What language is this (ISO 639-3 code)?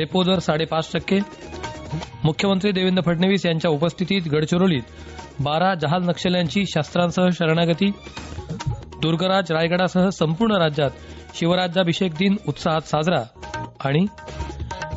mar